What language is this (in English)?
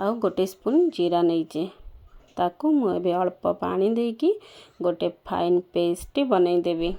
Odia